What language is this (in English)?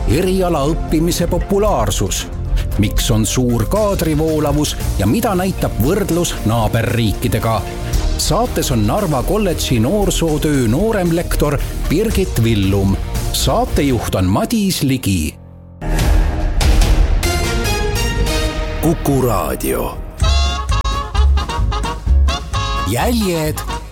Estonian